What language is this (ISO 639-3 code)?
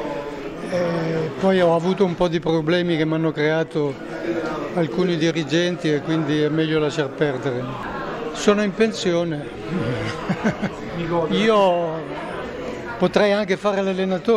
ita